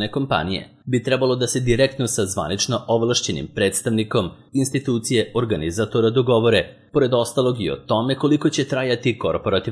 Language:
Serbian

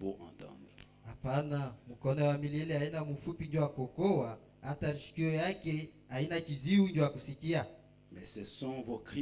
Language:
Swahili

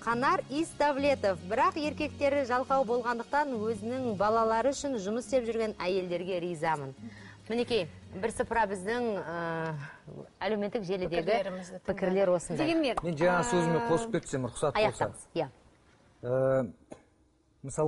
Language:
Kazakh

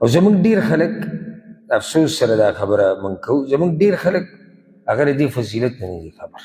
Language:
Pashto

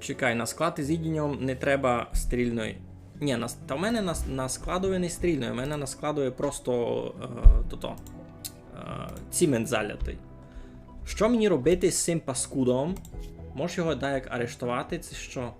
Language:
Rusyn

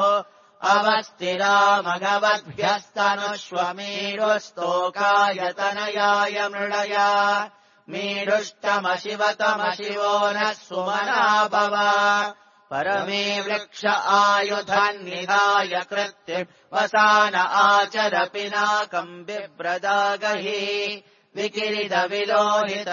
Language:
Sanskrit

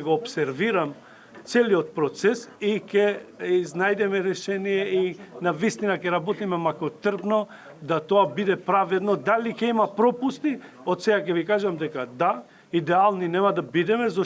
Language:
Macedonian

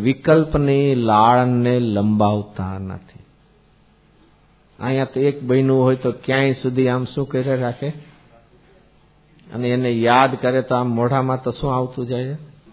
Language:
Gujarati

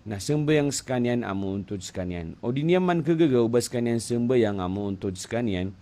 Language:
Maranao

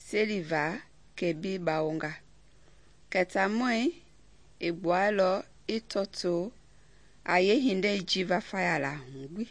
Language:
Mende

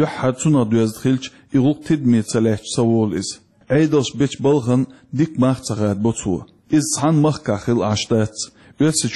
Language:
Chechen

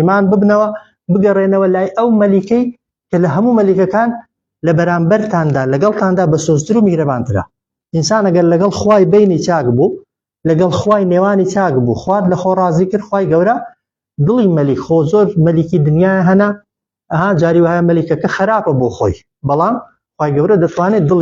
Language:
Central Kurdish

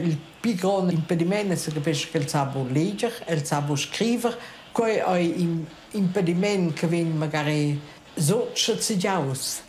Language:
Romansh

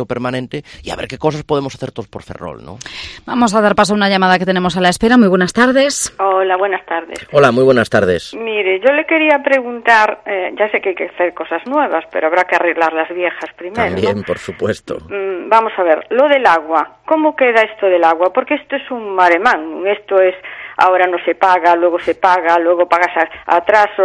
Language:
Spanish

